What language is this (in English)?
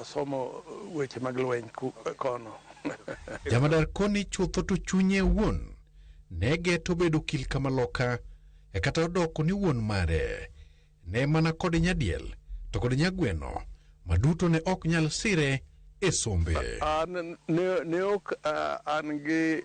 Luo (Kenya and Tanzania)